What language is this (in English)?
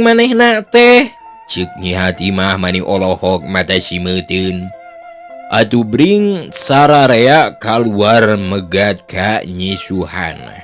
Sundanese